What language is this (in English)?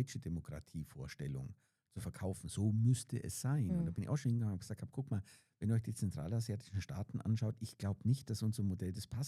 Swiss German